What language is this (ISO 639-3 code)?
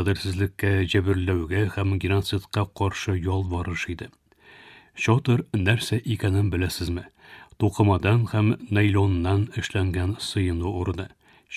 tat